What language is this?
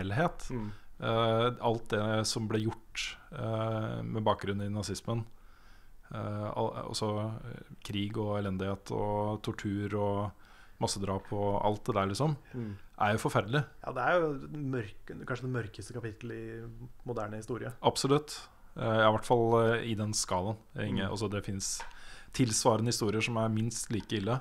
Norwegian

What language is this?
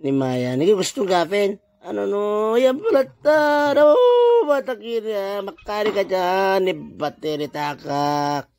Itawit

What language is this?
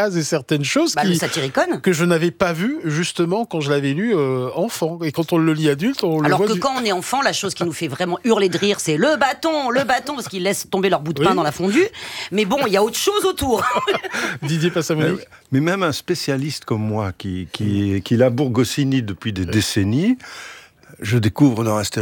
French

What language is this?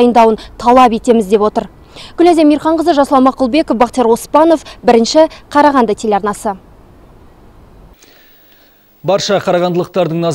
Kazakh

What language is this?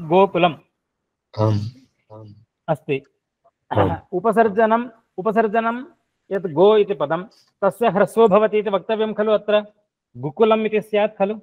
Sanskrit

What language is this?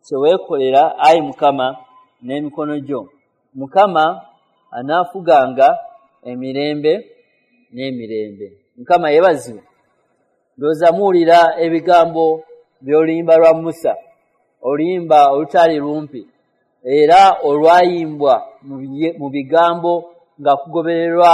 Ganda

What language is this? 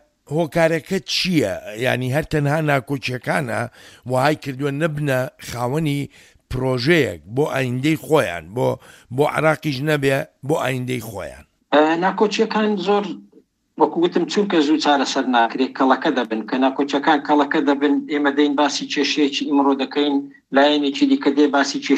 Central Kurdish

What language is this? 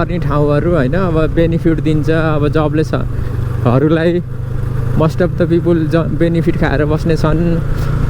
Nepali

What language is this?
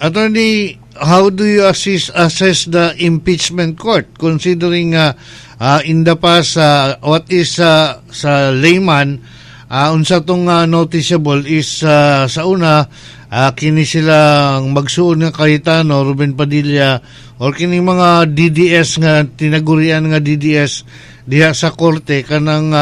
Cebuano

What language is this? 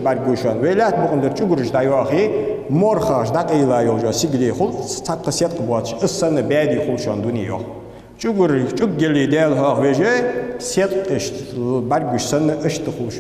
Ingush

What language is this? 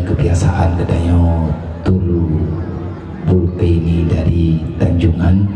Achinese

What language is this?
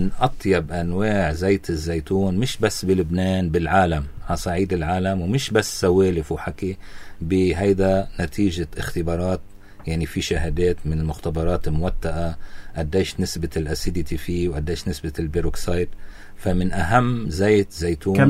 North Levantine Arabic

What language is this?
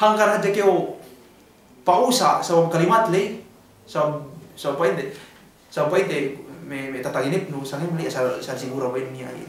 Yakan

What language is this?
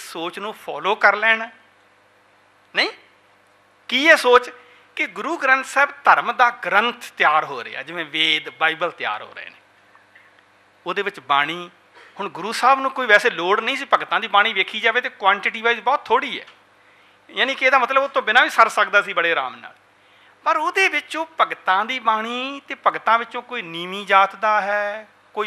Punjabi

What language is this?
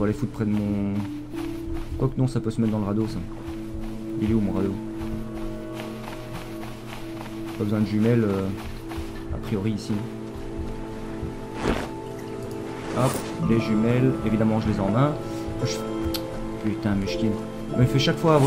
French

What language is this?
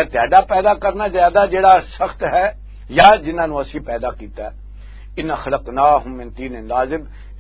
Western Panjabi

